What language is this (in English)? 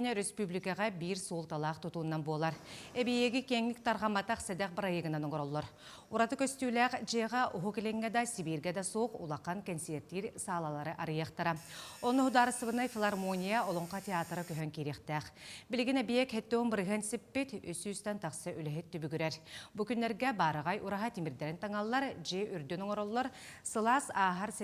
Yakut